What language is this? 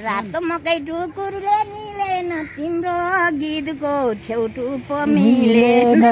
Nepali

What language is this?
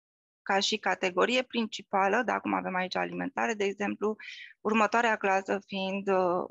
Romanian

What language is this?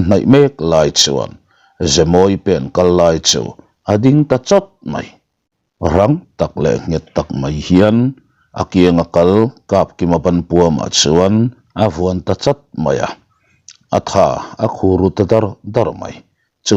Mizo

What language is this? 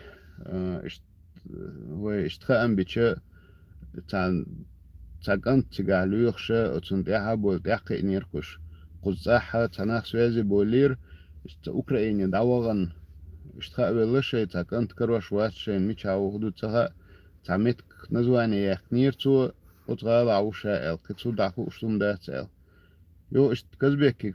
Chechen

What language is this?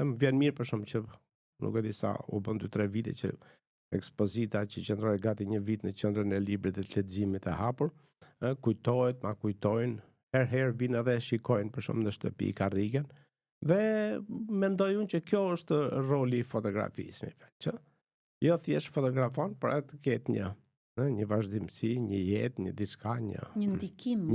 Albanian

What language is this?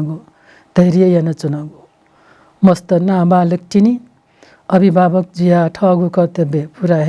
Newari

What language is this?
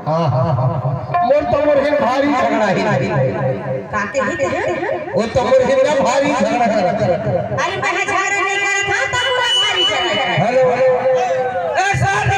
Chhattisgarhi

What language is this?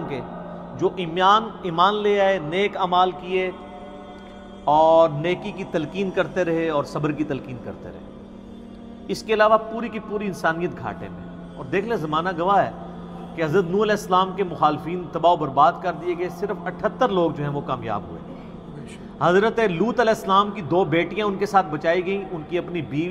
Urdu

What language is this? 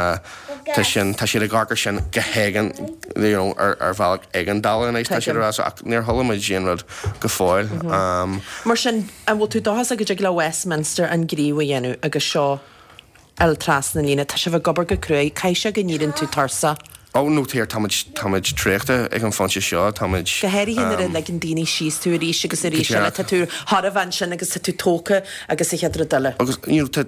Irish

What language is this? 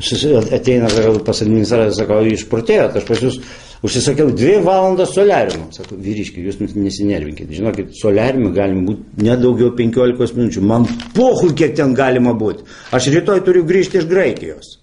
Lithuanian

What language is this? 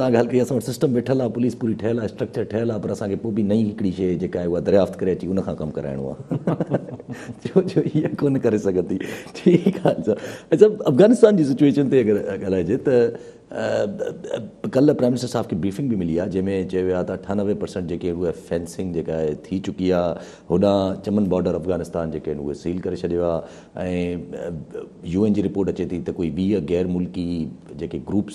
Sindhi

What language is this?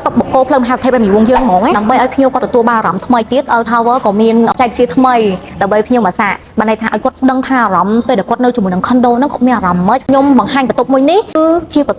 Khmer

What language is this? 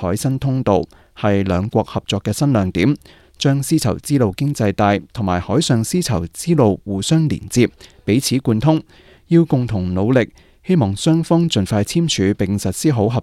Cantonese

